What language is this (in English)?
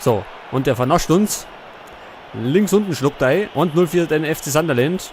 Bavarian